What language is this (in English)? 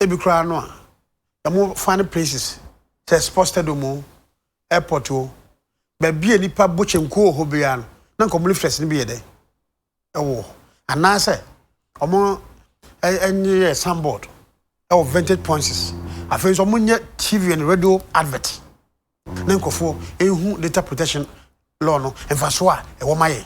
Akan